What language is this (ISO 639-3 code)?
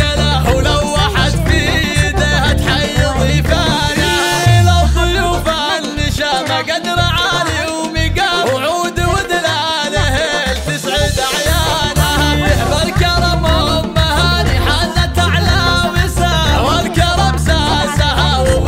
ara